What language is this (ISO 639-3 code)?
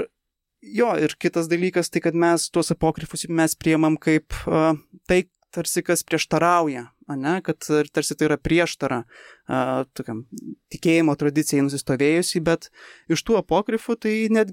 lit